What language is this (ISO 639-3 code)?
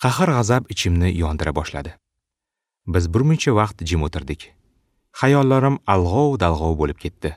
uzb